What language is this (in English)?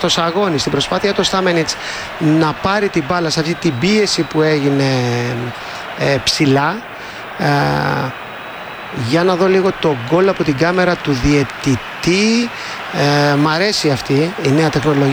Greek